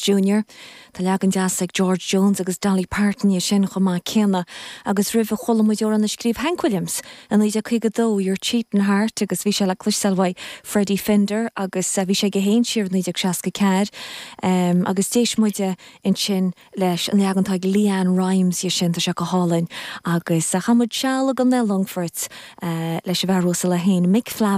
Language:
Irish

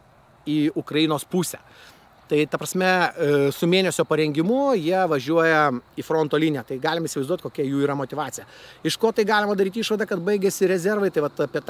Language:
Lithuanian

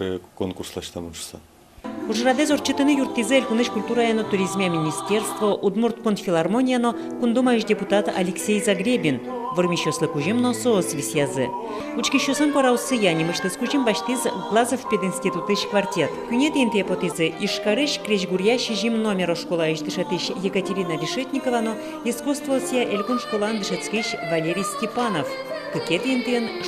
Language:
Udmurt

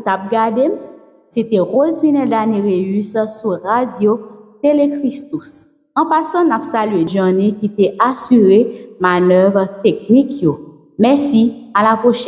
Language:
Haitian Creole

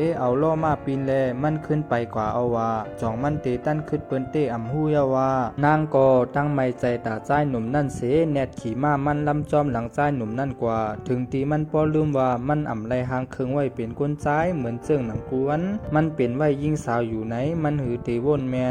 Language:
Shan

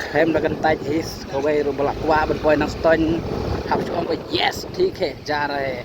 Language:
Khasi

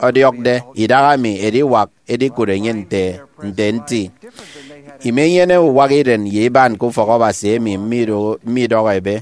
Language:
Efik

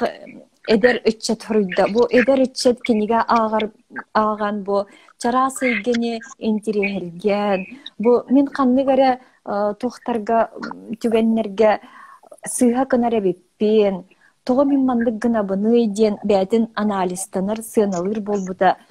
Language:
Yakut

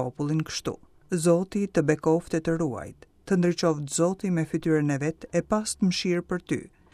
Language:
Albanian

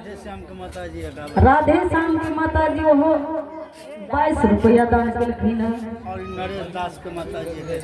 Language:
Maithili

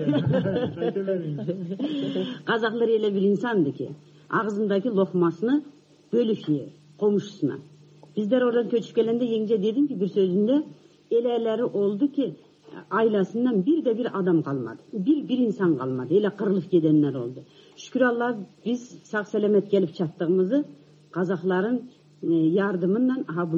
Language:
Kazakh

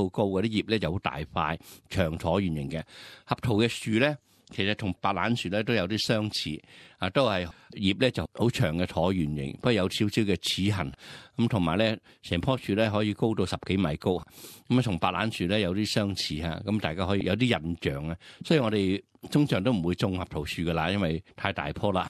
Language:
Cantonese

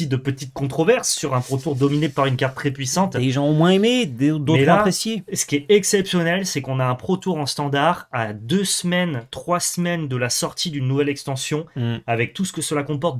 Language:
French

